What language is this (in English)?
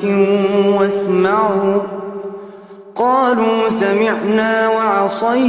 Arabic